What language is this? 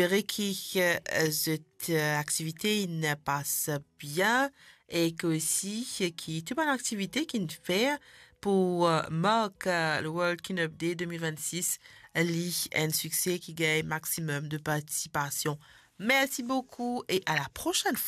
Morisyen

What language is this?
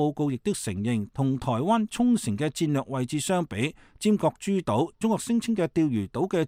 Cantonese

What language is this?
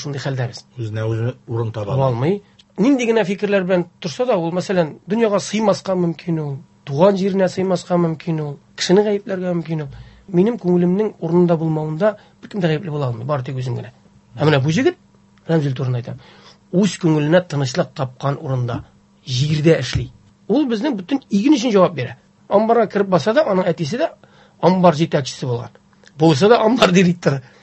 Tatar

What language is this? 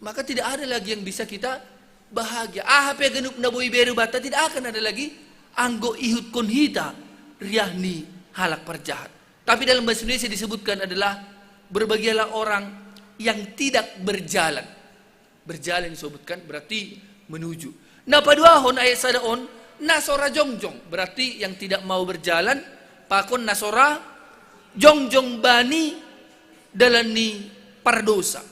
Batak Simalungun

